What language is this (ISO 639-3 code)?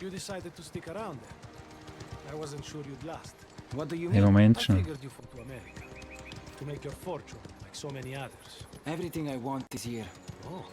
gsw